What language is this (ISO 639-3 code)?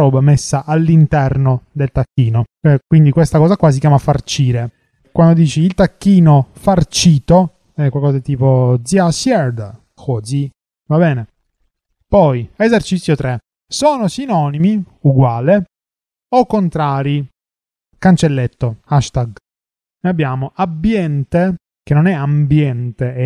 ita